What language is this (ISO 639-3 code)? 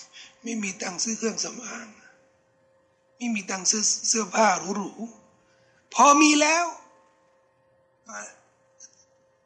tha